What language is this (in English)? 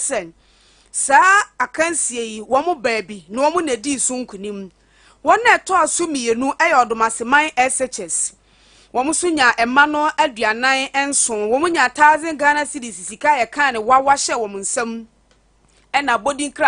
Akan